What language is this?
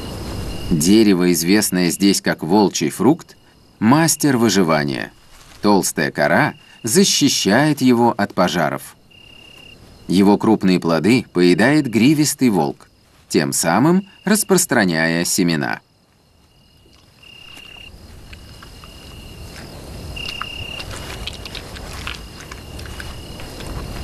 Russian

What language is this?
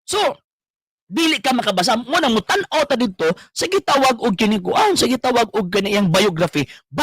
Cebuano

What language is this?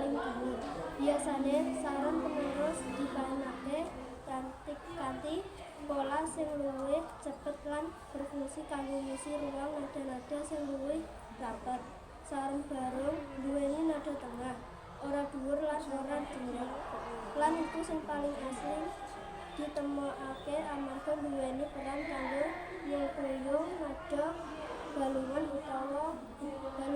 Javanese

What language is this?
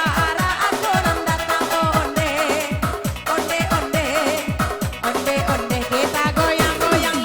Minangkabau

